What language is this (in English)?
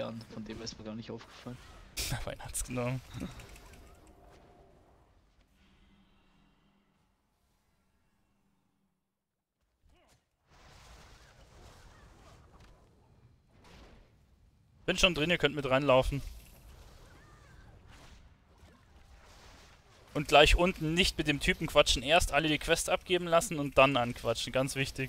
German